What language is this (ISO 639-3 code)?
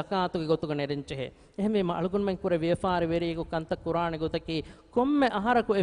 div